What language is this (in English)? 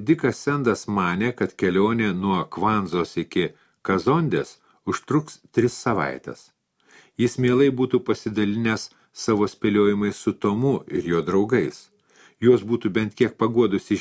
Lithuanian